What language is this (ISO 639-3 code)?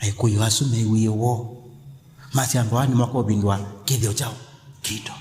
kam